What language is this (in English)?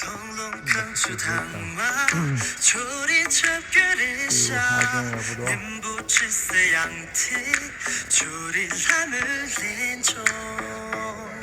Tibetan